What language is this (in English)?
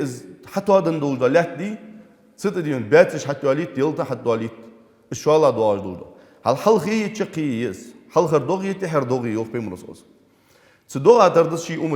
Ingush